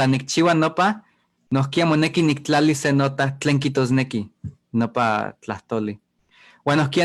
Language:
Eastern Huasteca Nahuatl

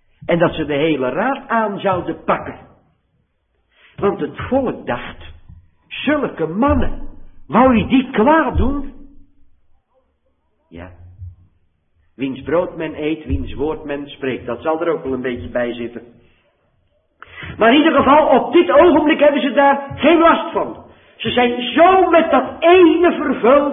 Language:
Dutch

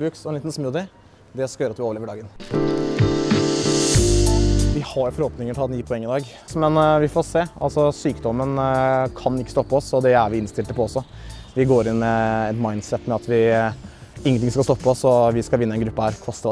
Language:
Norwegian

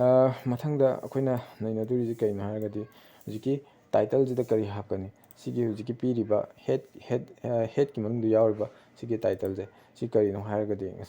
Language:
Manipuri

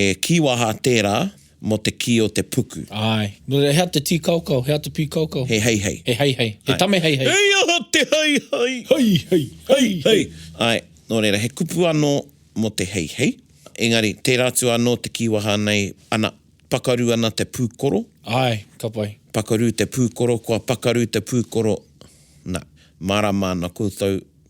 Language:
Māori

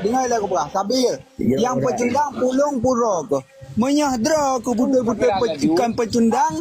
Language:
Achinese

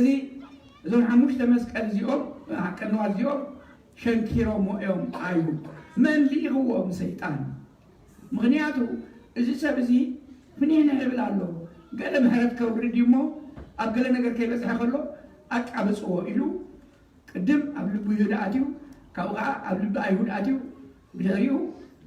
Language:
Tigrinya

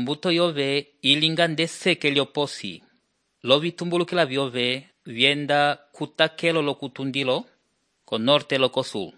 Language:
Umbundu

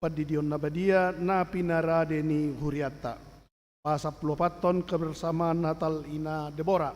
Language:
Batak Toba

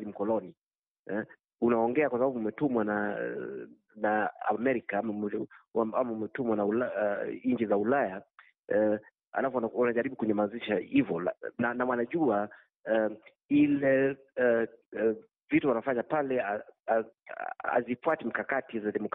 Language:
Swahili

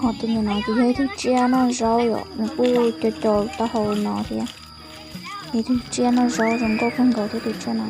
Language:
Hmong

